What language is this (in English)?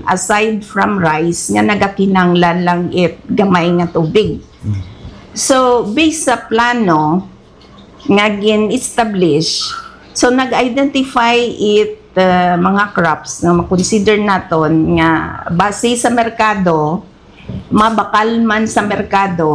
Hiligaynon